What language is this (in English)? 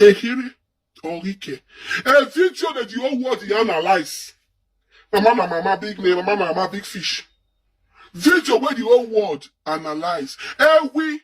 Nigerian Pidgin